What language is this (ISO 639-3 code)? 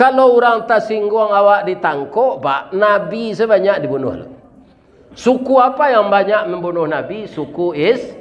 min